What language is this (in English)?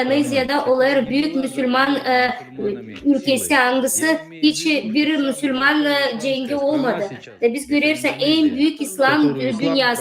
Gagauz